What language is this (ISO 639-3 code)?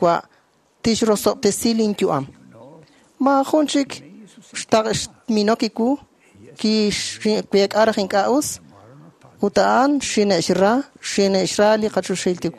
kek